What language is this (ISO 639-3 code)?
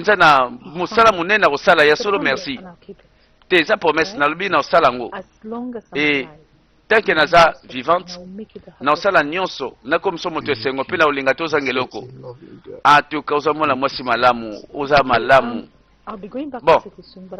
lin